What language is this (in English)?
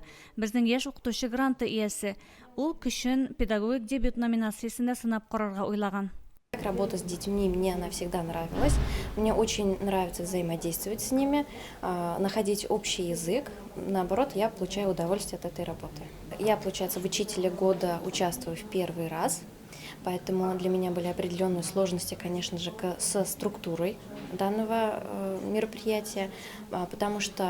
Tatar